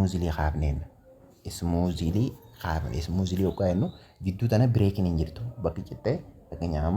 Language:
Oromo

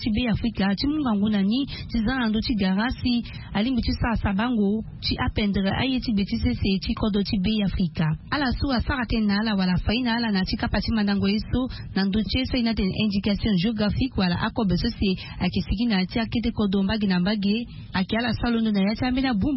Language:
Sango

